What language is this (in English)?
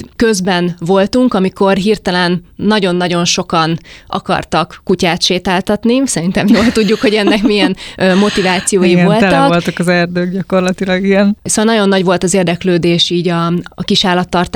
Hungarian